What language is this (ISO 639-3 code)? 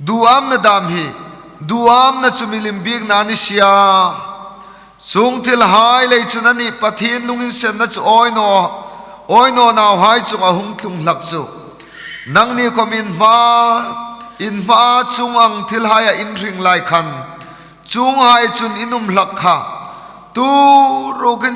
hmr